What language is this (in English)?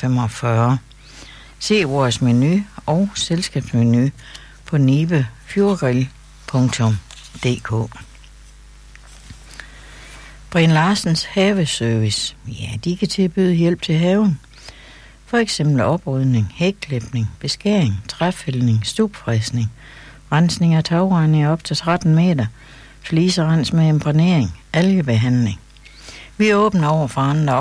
Danish